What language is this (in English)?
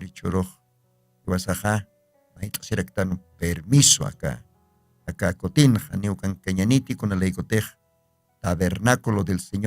Aymara